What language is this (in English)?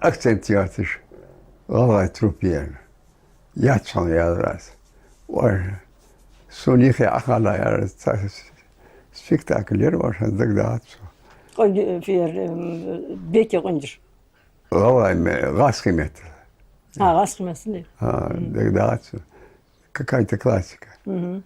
Ingush